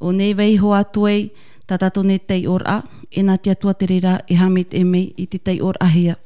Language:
Tahitian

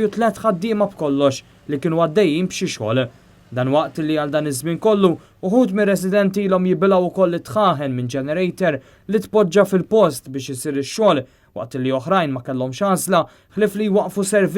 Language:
Maltese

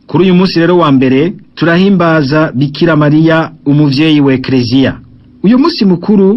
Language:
Rundi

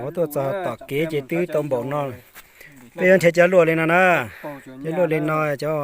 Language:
Hmong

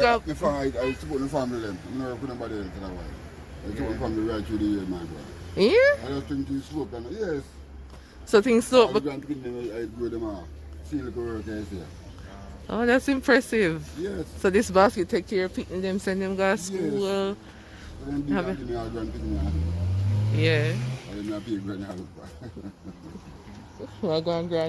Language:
Jamaican Creole English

